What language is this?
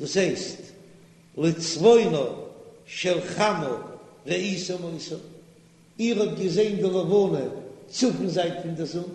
Yiddish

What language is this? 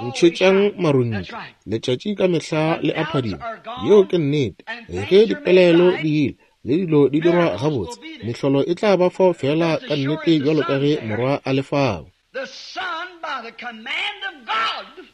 Northern Sotho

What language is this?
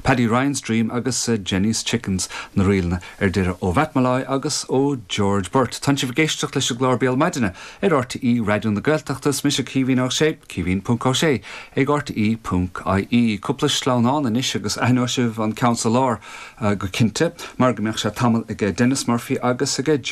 Irish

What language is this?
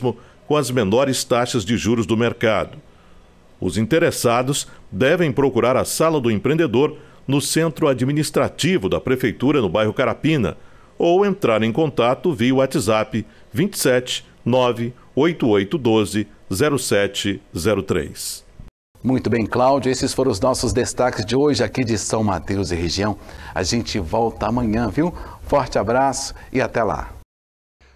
Portuguese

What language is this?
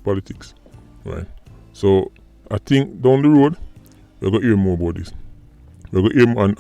Jamaican Creole English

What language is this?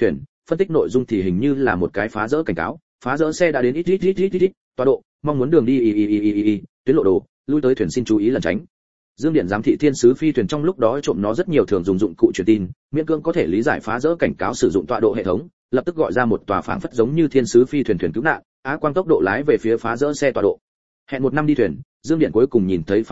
Vietnamese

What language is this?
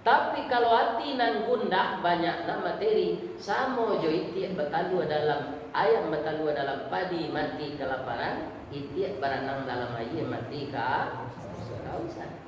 Minangkabau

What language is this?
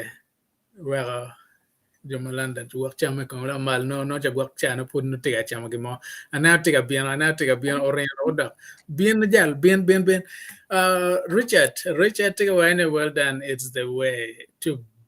Acoli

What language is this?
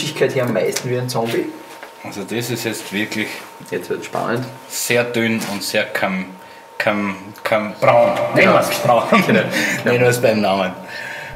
German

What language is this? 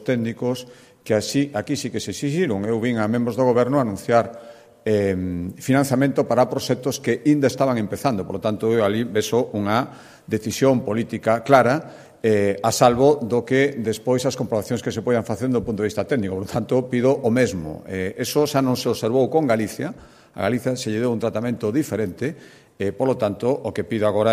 Galician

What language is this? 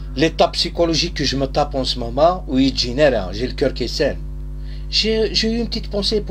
Kabyle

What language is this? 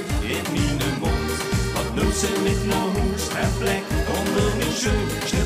Limburgish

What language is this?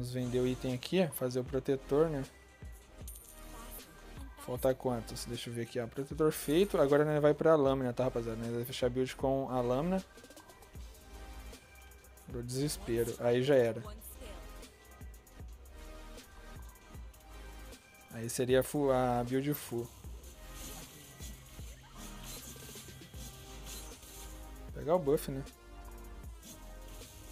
Portuguese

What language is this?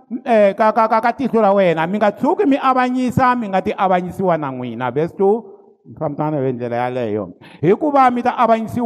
Tsonga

